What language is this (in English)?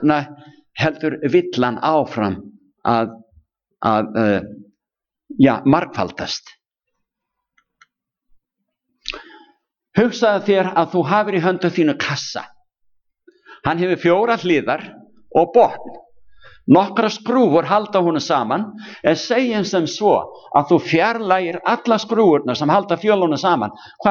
Icelandic